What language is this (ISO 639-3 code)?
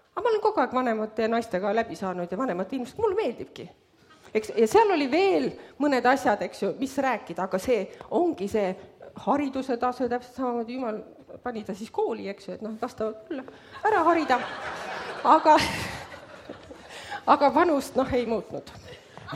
est